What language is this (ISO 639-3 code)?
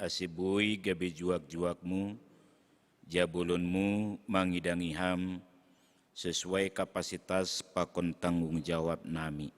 bts